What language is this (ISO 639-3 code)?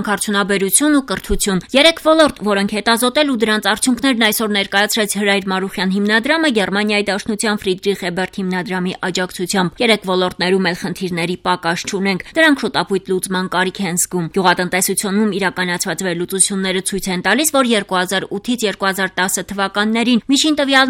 hye